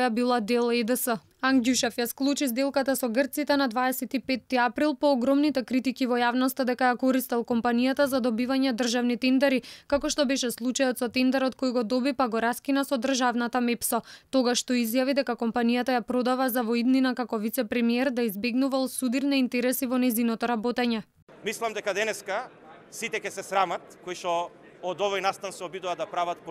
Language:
Macedonian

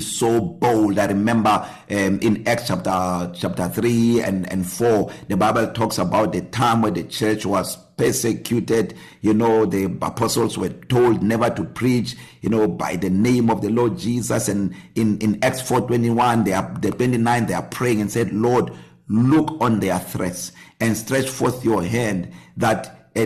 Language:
English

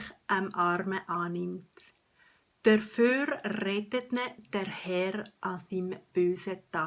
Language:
Swiss German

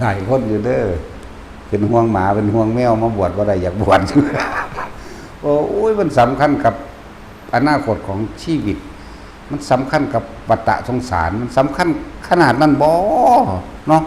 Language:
Lao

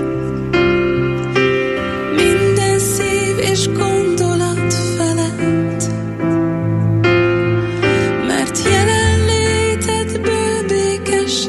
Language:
Hungarian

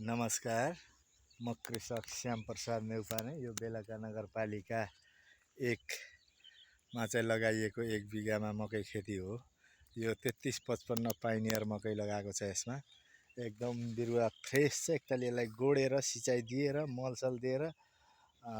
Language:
Nepali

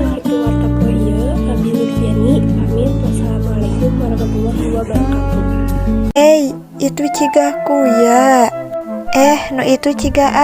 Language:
Sundanese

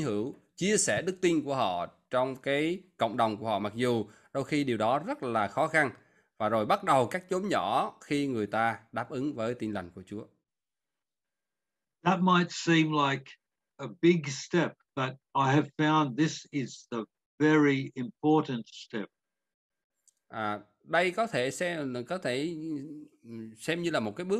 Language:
Vietnamese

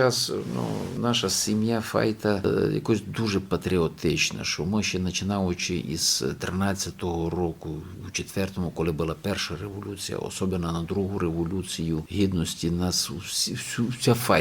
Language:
Rusyn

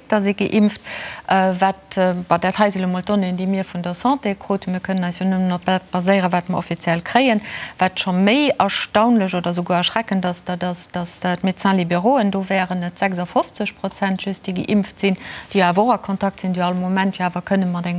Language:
Luxembourgish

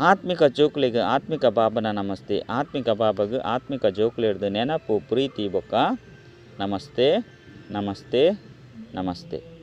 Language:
Tulu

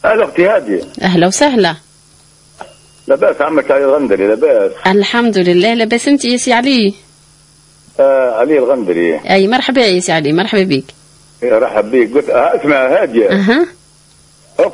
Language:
Tunisian Arabic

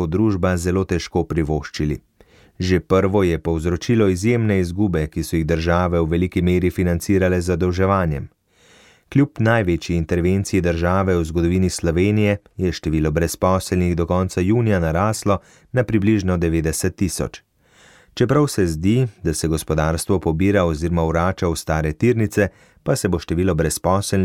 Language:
Slovenian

